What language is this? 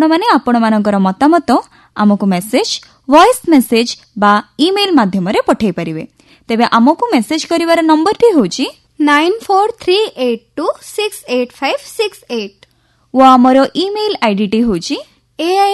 Odia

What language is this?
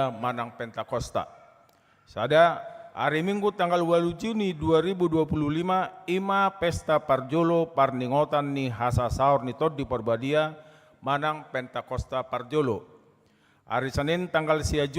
Batak Toba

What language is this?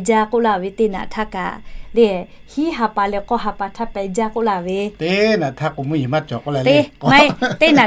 Lahu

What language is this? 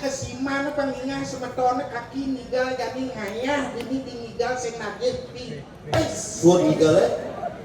Balinese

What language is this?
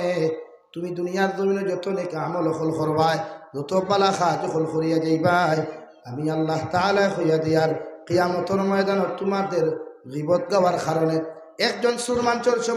Sylheti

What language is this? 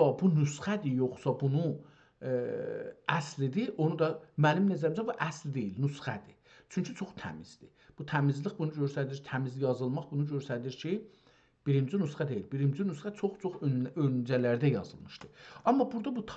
South Azerbaijani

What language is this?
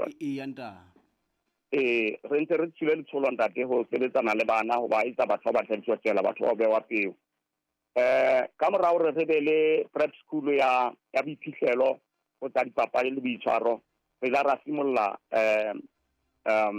Southern Sotho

